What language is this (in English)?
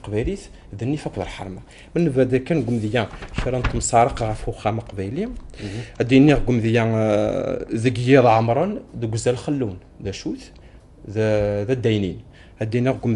Kabyle